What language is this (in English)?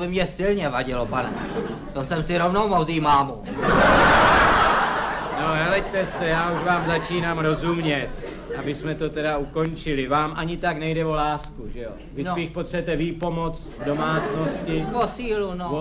Czech